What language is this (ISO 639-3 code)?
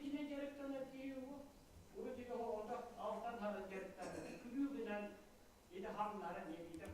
sah